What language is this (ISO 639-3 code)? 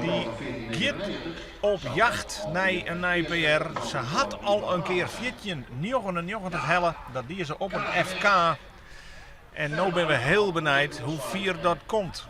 fry